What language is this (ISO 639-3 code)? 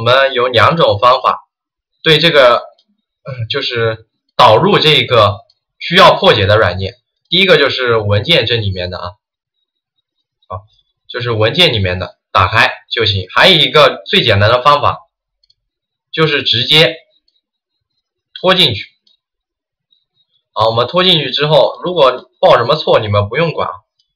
zho